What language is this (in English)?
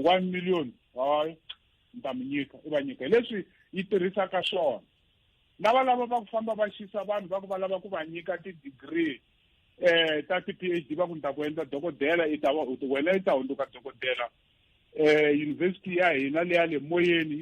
Tsonga